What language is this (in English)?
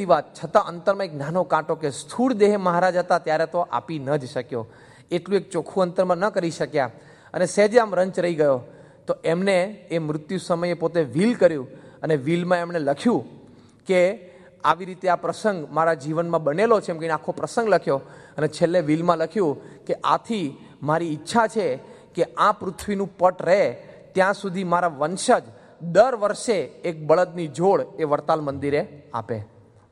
Gujarati